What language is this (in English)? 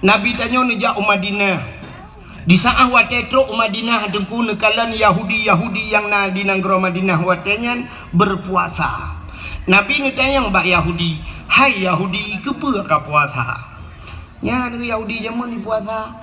Achinese